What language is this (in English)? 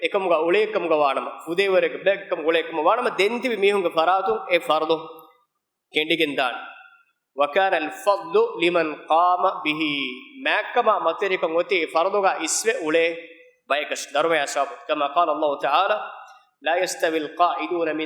Divehi